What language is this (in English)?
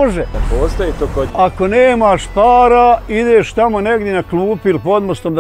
Bosnian